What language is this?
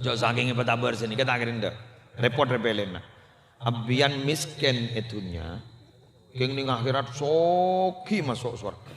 Madurese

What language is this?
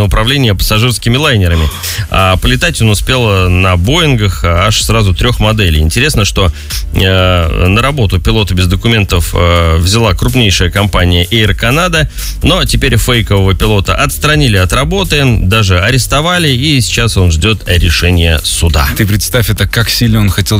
Russian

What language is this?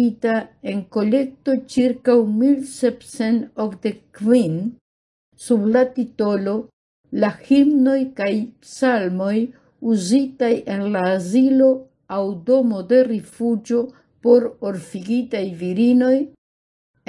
Esperanto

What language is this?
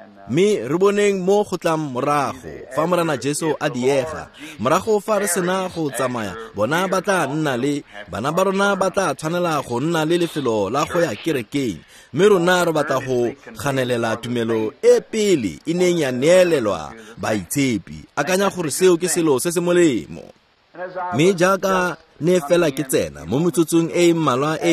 Tswana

